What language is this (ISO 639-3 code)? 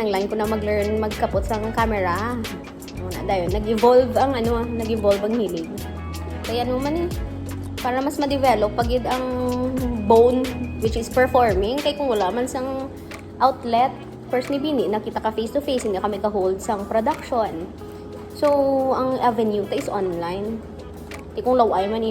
hil